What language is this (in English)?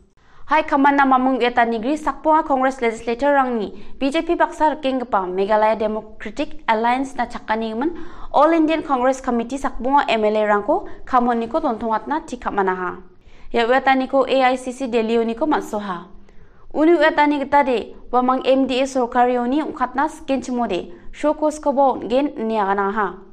Garo